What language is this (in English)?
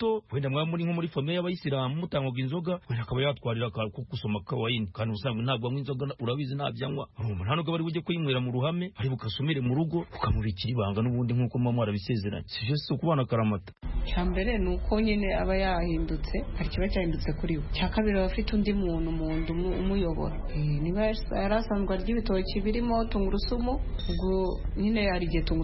Kinyarwanda